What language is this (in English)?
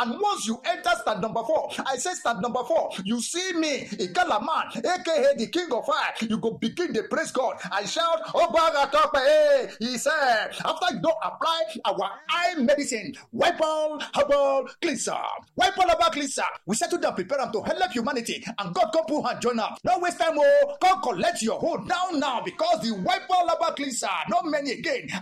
Nigerian Pidgin